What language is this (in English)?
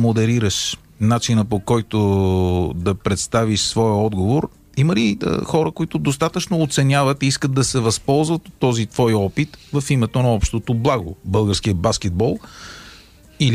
Bulgarian